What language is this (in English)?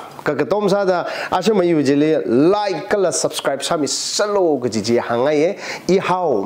Tangkhul Naga (India)